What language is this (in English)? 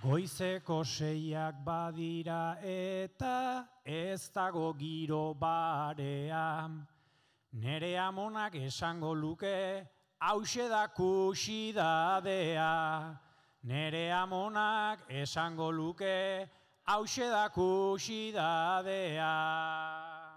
Basque